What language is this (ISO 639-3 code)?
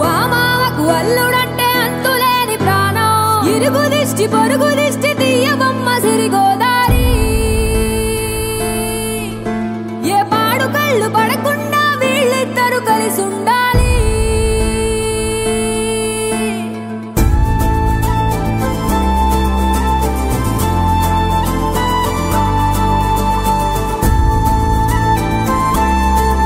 tel